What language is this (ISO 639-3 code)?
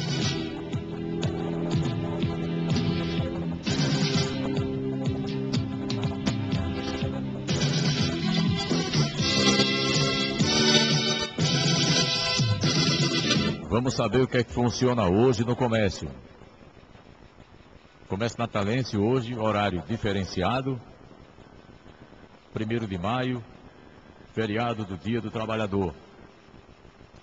por